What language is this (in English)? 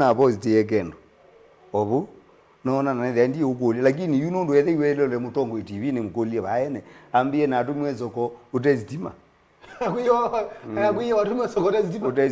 Kamba